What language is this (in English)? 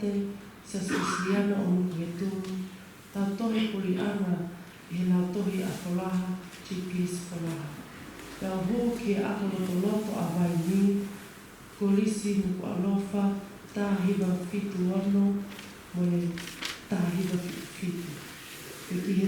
Tongan